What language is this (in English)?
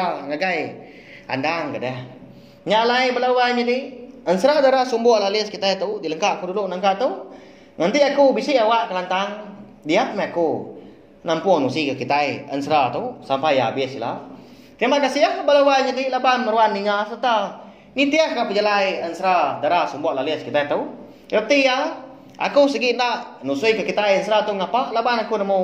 Iban